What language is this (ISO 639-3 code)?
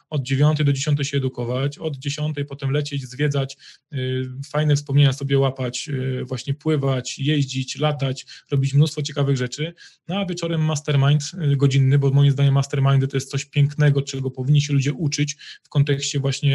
pol